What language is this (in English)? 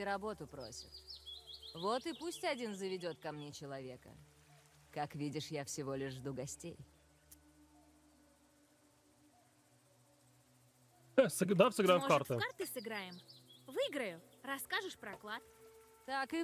Russian